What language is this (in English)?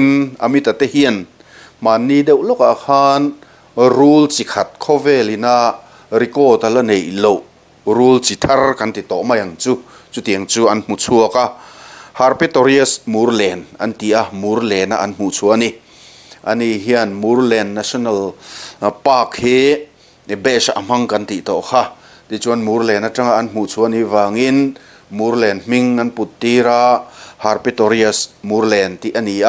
Mizo